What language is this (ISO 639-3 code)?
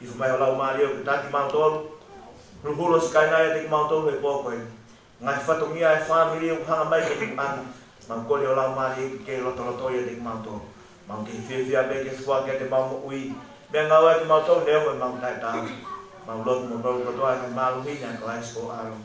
ton